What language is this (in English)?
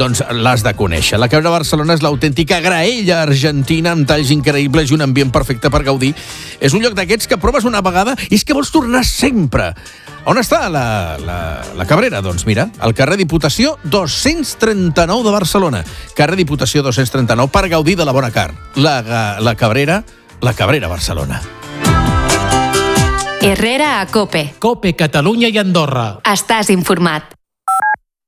Catalan